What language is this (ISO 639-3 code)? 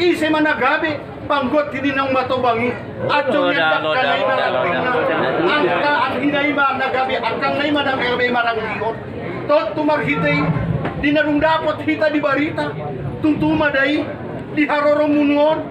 akb